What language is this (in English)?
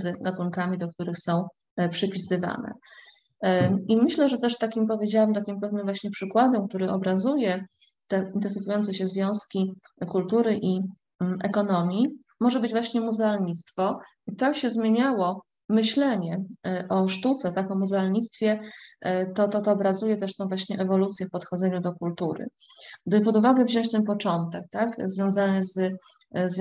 Polish